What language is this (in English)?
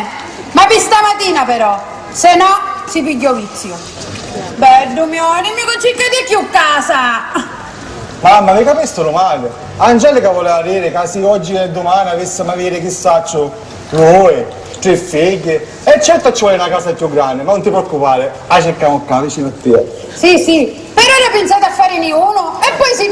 Sicilian